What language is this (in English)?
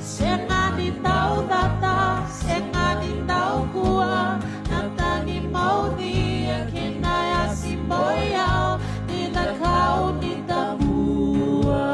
Fijian